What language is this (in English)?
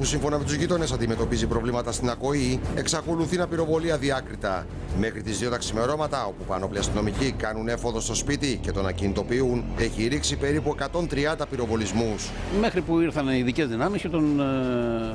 Greek